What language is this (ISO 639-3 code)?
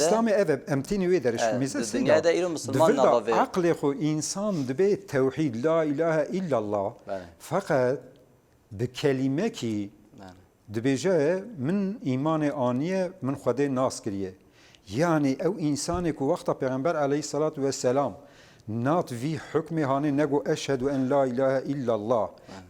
kur